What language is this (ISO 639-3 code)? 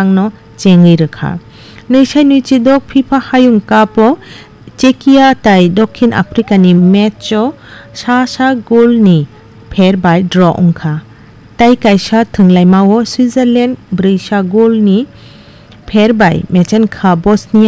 trp